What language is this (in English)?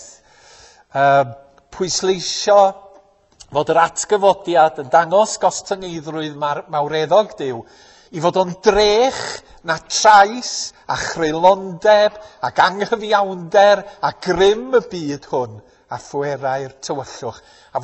Welsh